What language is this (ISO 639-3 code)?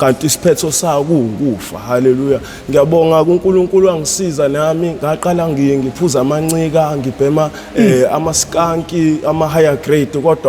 zul